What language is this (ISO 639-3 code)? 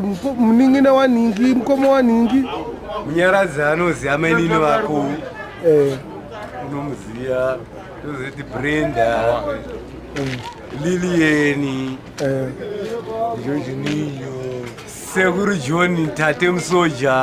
sna